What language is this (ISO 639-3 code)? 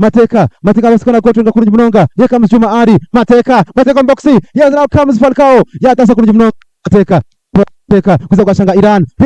nyn